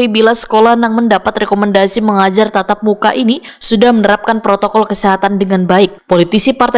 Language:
Banjar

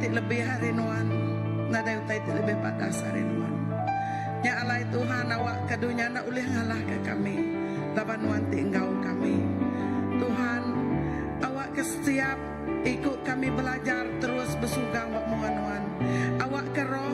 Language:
Iban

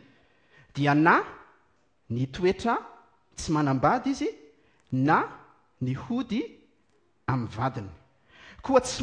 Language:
Malagasy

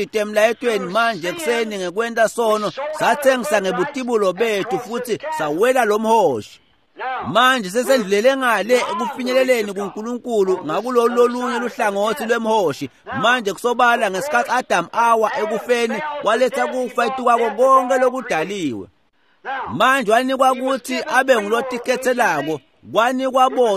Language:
Swati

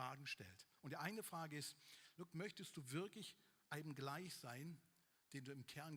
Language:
Swiss German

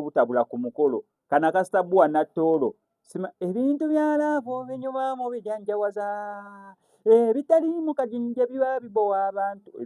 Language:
Ganda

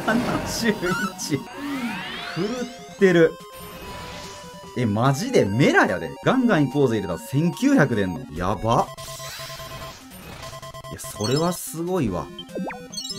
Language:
Japanese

